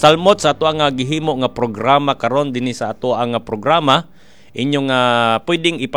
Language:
Cebuano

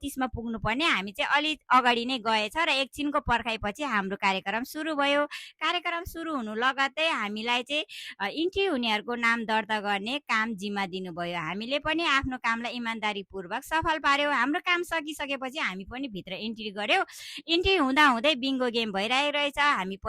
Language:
Nepali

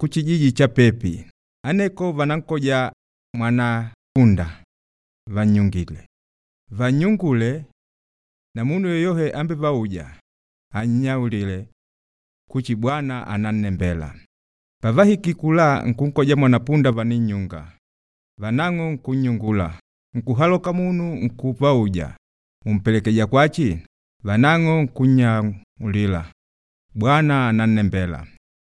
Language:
Makonde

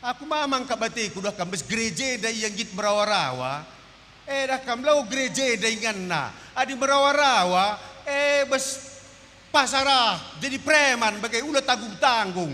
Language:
Batak Karo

